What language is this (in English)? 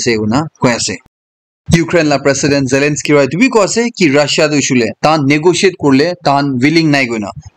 Naga Pidgin